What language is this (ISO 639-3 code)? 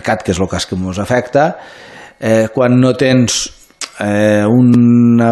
cat